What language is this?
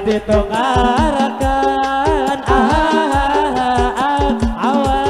Banjar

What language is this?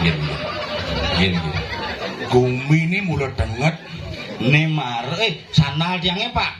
Balinese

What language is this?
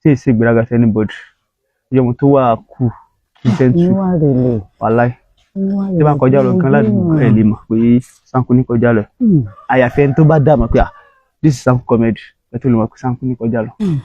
Yoruba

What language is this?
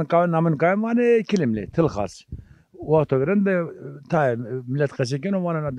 Zaza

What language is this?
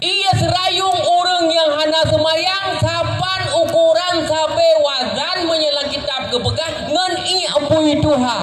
Achinese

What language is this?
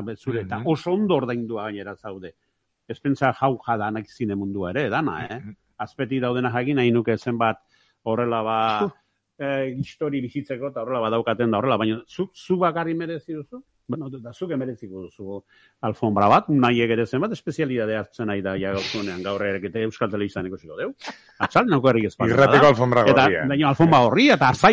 Basque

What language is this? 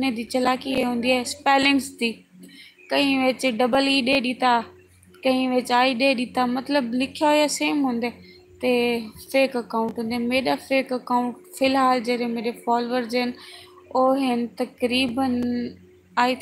Saraiki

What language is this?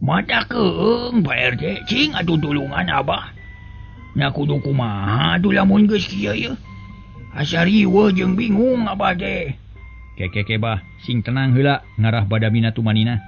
Sundanese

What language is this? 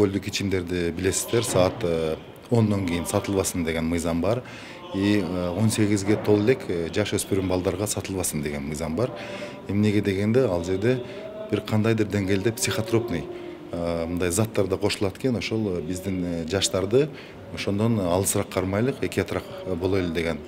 Kyrgyz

